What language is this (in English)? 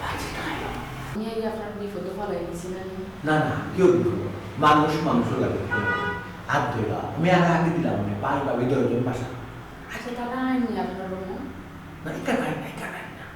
Sylheti